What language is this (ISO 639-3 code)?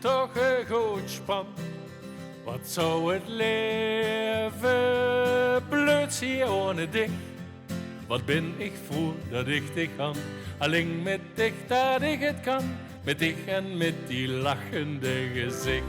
lim